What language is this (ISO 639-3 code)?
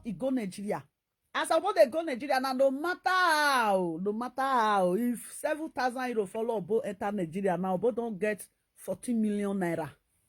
pcm